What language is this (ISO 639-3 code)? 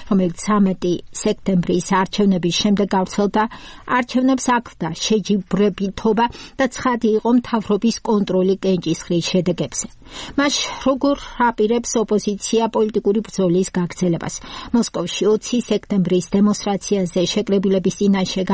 kat